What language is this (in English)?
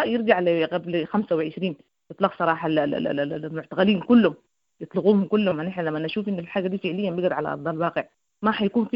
Sudanese Arabic